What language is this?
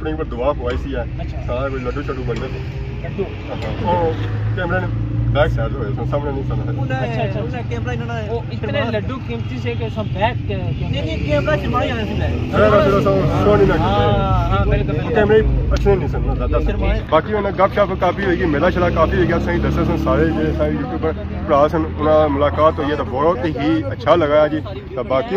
Pahari-Potwari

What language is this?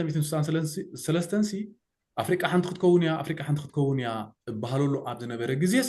Tigrinya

